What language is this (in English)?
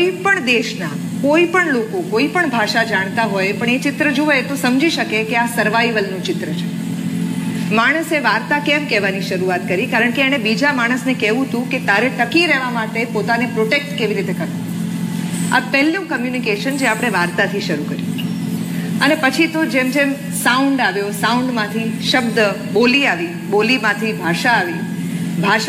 Gujarati